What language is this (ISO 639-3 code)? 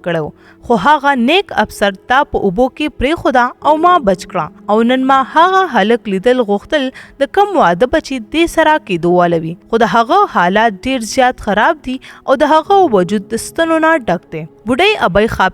pus